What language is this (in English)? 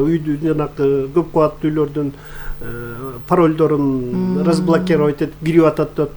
Kyrgyz